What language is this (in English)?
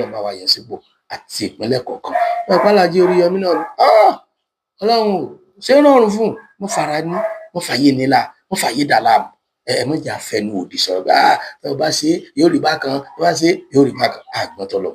Yoruba